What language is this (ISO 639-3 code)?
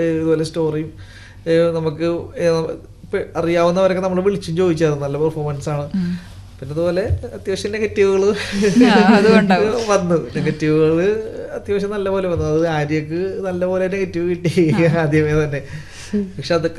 mal